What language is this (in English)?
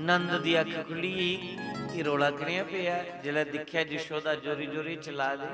Dogri